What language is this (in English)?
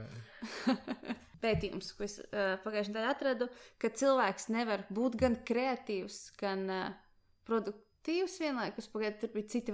Latvian